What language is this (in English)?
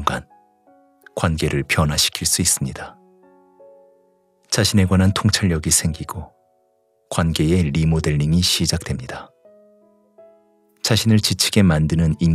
Korean